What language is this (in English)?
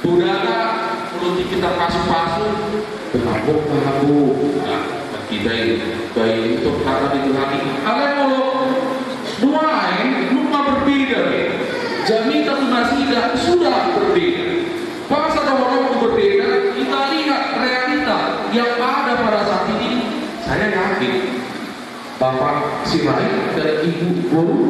Batak Toba